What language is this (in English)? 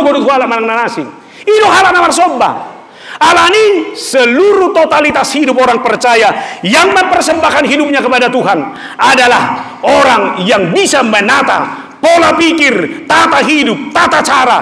Batak Toba